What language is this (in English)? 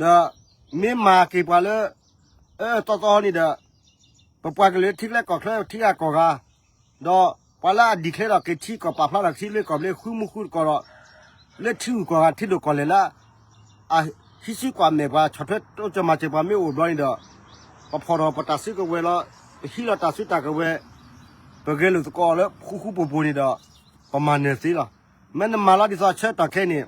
S'gaw Karen